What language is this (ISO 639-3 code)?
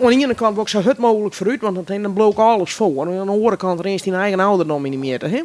fry